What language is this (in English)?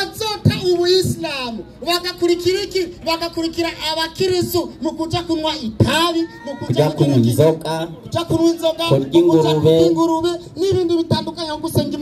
Rundi